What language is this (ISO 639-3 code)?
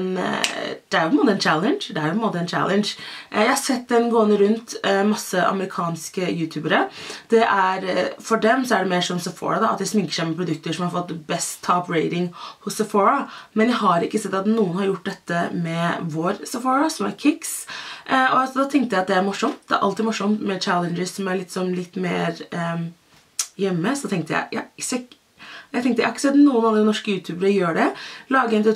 nor